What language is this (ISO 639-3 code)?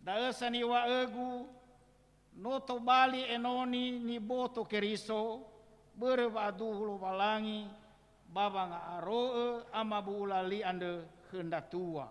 nia